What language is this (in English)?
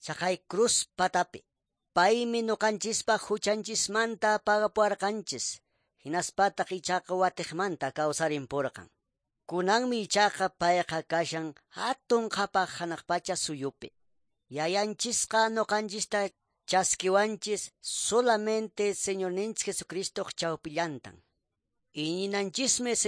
Quechua